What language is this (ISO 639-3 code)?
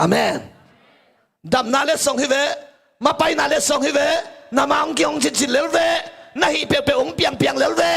ctd